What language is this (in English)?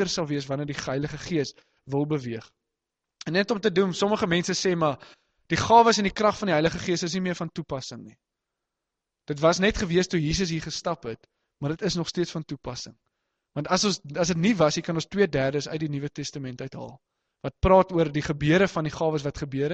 Afrikaans